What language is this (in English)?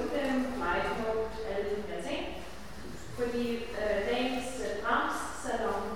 Danish